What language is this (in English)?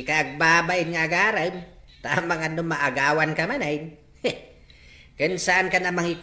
Iloko